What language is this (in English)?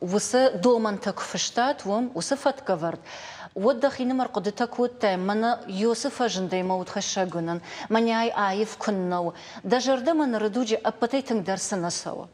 Ossetic